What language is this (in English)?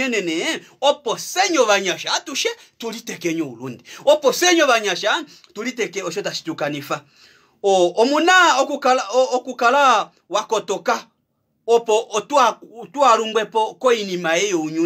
Kuanyama